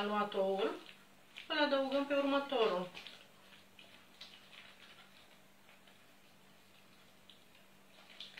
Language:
Romanian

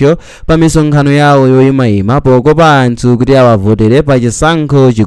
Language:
Nyanja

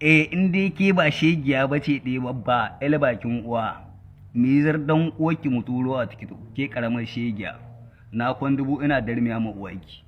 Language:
Hausa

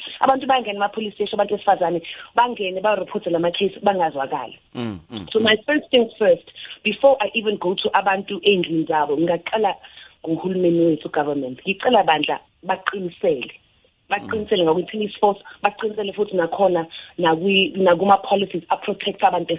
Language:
South Ndebele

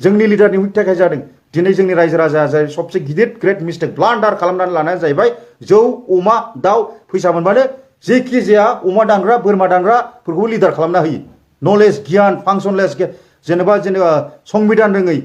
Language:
Bodo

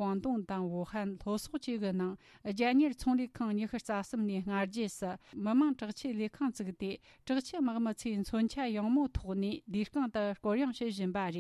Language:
Tibetan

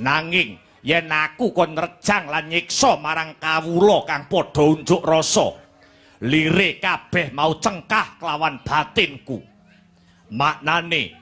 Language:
Javanese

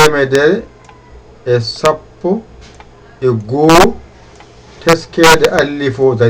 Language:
Fula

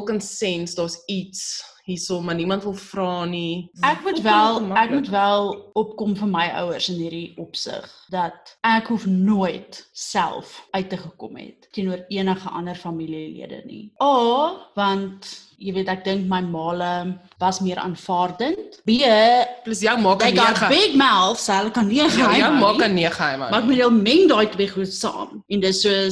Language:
Afrikaans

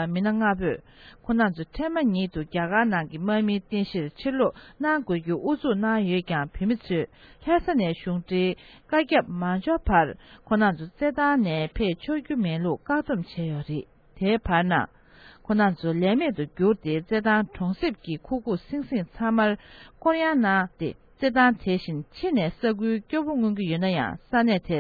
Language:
Tibetan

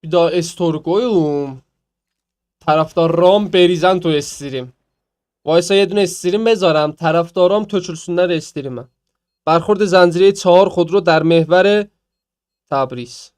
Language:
South Azerbaijani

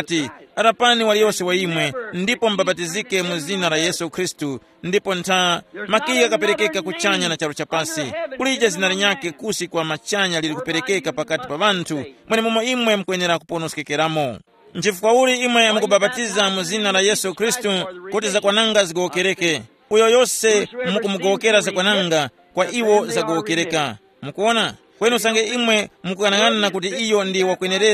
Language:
Tumbuka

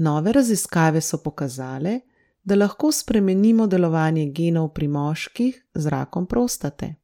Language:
Slovenian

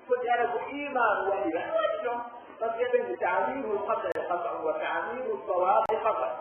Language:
Pular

